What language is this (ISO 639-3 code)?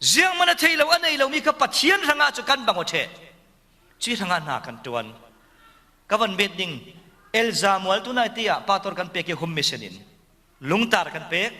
cfm